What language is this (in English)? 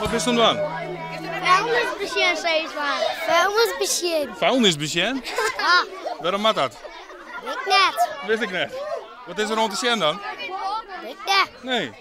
Western Frisian